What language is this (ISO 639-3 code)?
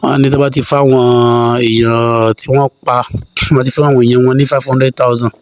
yor